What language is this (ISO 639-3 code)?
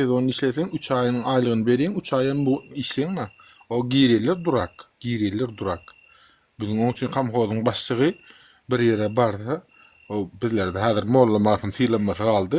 tuk